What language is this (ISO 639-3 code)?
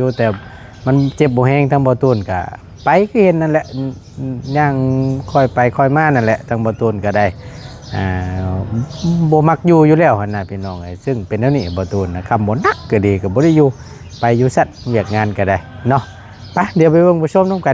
lao